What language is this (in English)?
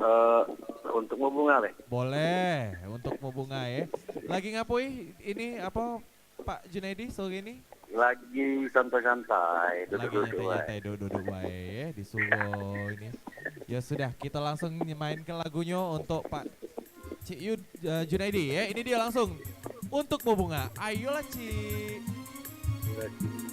Musi